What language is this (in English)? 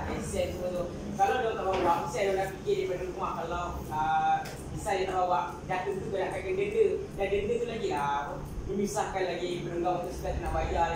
Malay